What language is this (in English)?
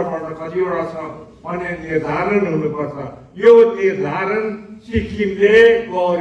Nepali